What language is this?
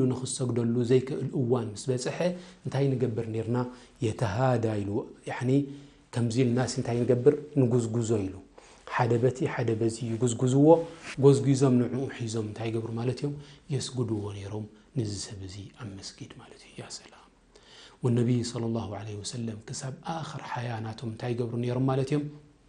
Tigrinya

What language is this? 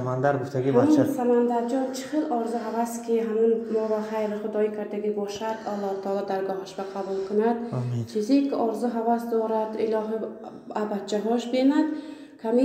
Tajik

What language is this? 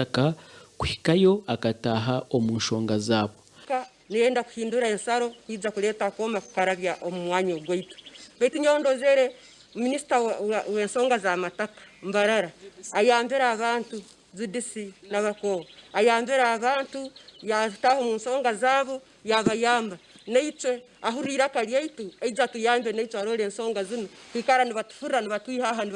Nyankole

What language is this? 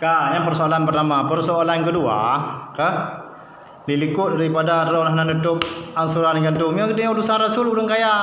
Achinese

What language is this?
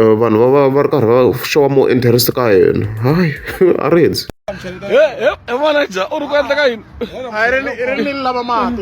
Tsonga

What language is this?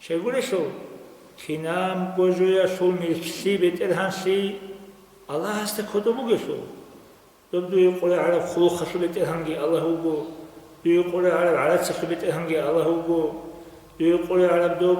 Avaric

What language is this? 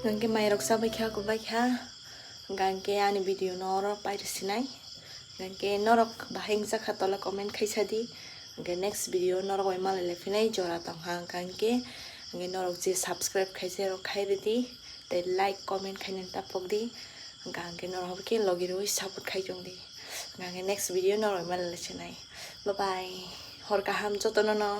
Kok Borok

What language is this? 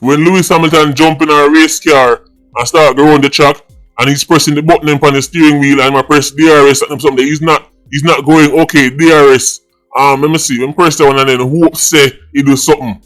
Jamaican Creole English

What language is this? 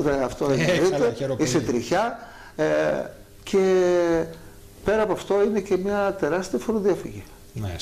Greek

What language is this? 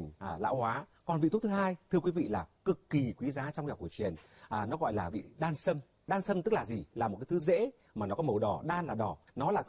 Vietnamese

